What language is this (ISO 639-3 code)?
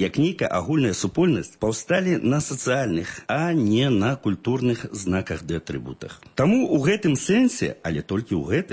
bel